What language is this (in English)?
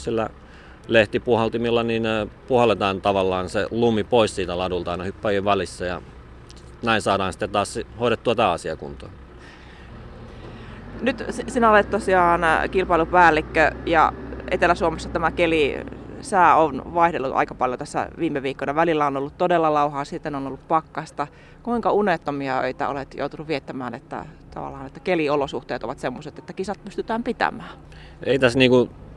Finnish